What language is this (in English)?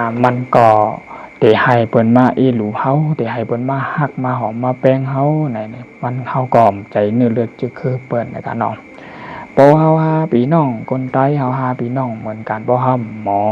Shan